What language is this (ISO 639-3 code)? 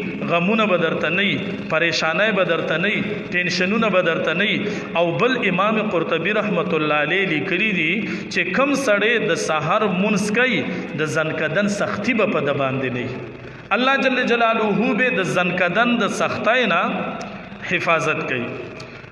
pus